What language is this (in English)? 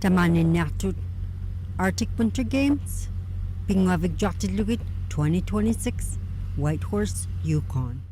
Inuktitut